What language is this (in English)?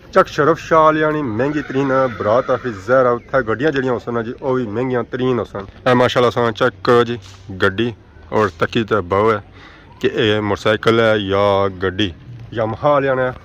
Pahari-Potwari